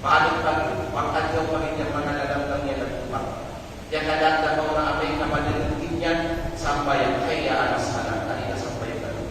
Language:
Kalagan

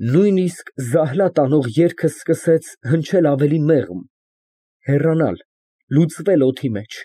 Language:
Armenian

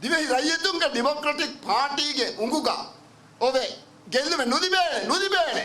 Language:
Divehi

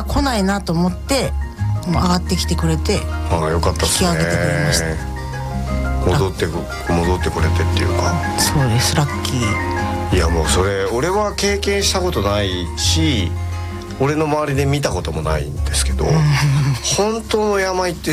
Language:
Japanese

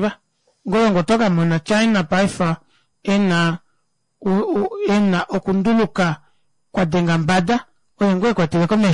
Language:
Kuanyama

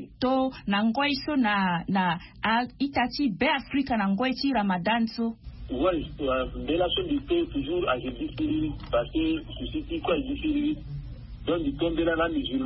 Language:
Sango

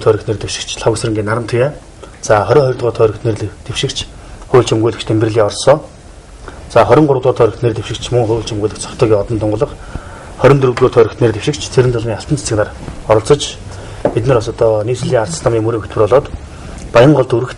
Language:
Mongolian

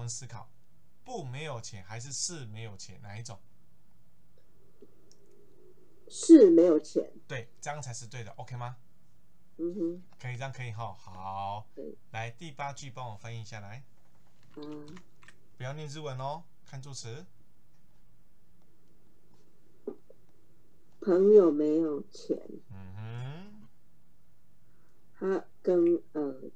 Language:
Chinese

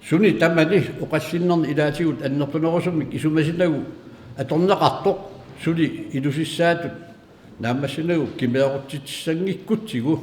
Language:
Kalaallisut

